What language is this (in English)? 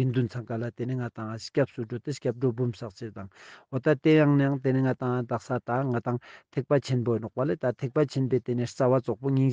Ladakhi